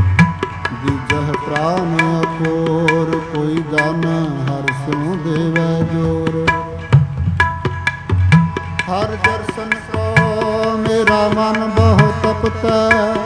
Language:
Punjabi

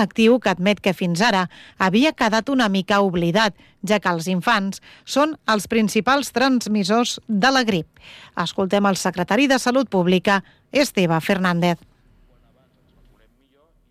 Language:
Catalan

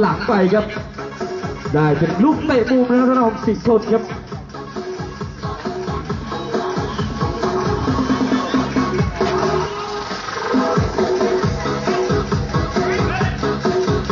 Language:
Thai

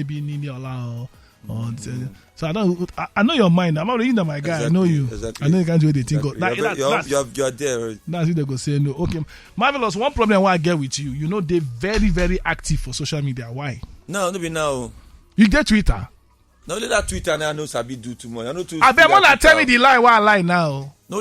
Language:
Nigerian Pidgin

